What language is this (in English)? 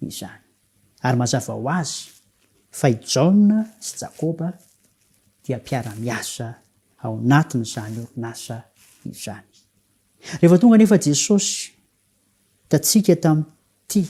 Malagasy